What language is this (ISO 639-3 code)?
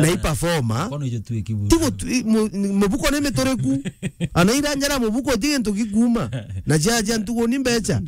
mer